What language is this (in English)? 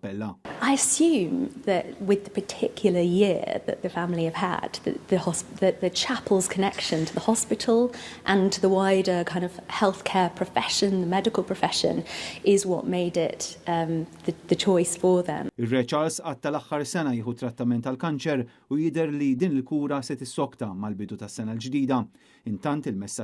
Maltese